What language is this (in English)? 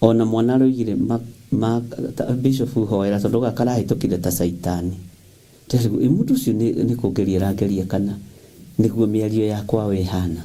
Kikuyu